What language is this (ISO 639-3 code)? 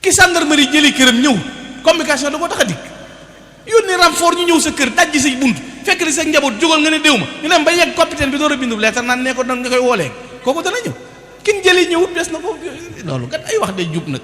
wol